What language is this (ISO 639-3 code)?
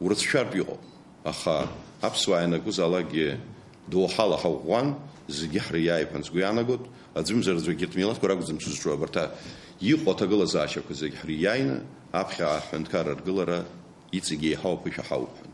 abk